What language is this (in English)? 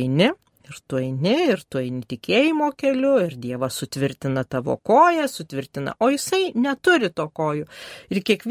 Lithuanian